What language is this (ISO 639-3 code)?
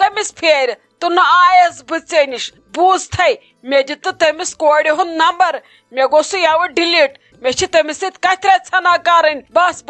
kas